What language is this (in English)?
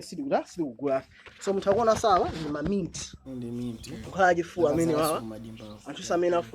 Nyanja